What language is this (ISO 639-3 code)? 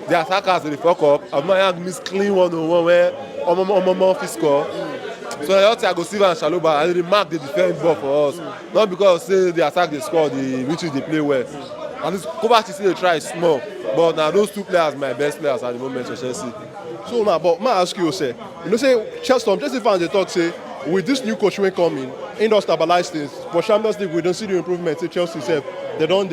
pcm